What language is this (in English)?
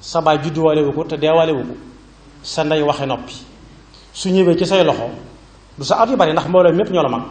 Wolof